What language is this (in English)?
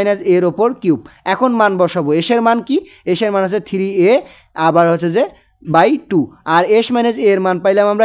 Bangla